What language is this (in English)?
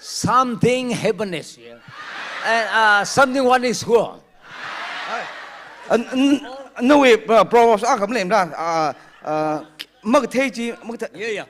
Tangkhul Naga (India)